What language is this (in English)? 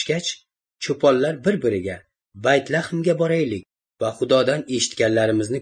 Uzbek